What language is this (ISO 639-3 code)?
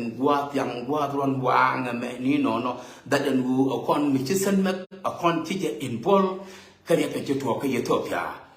nus